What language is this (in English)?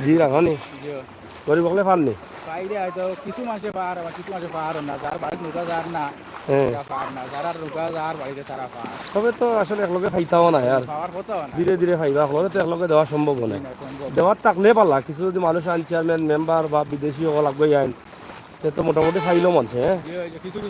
Sylheti